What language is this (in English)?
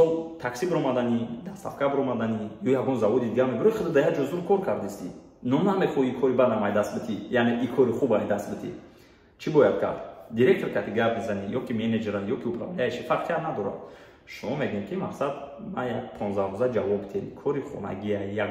Tajik